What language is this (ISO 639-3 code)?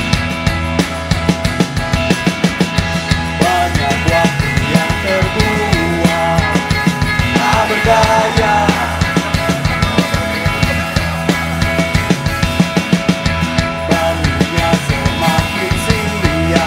ind